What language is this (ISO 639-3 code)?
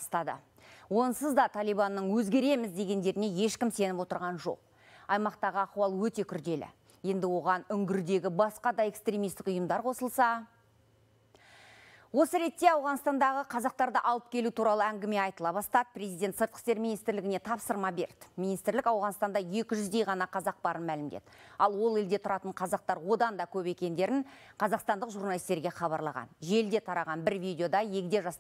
kaz